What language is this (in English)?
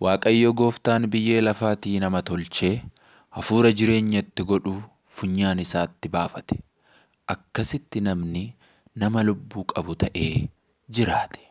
Oromo